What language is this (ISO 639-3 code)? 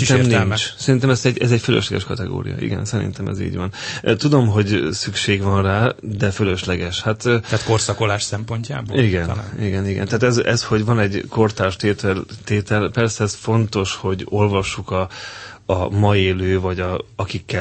hun